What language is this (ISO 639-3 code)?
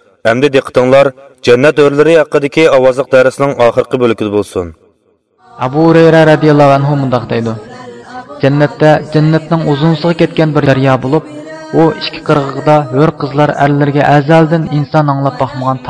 uig